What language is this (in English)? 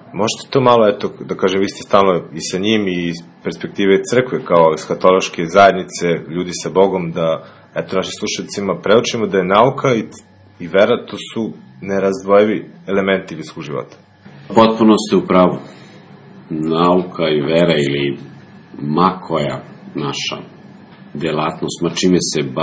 Serbian